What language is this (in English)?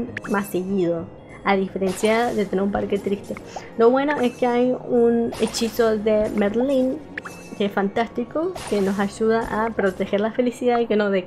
Spanish